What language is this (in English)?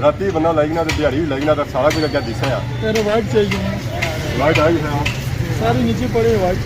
Pahari-Potwari